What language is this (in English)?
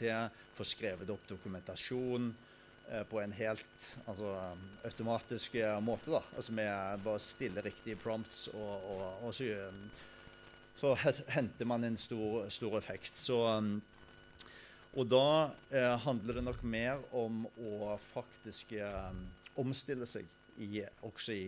Norwegian